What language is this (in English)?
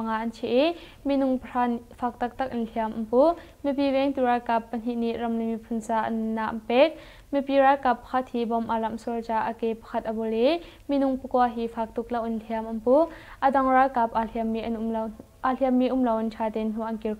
Hakha Chin